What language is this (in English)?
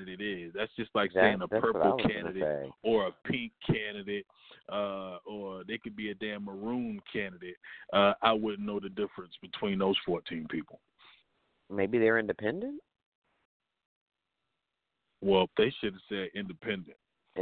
English